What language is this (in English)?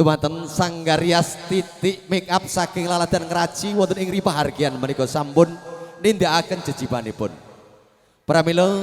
Javanese